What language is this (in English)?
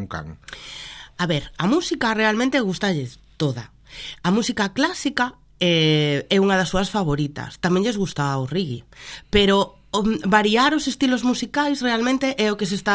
Galician